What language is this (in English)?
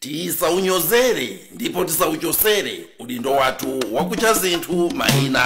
Nyanja